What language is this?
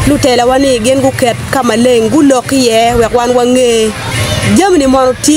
Acoli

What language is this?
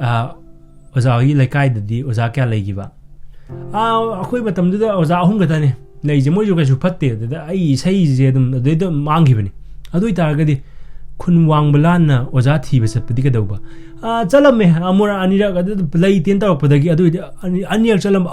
Manipuri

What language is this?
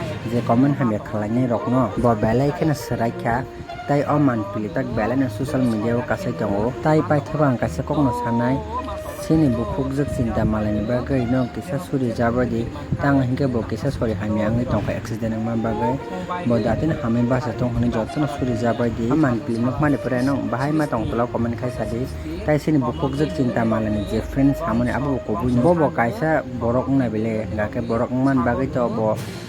Kok Borok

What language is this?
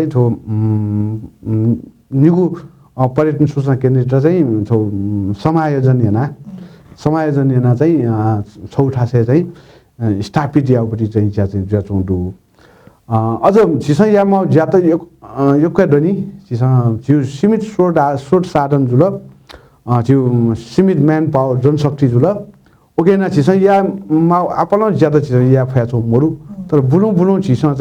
Newari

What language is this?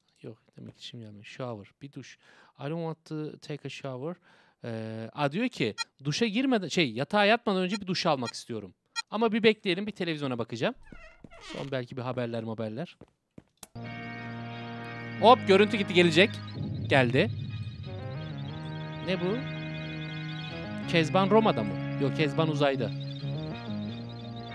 Turkish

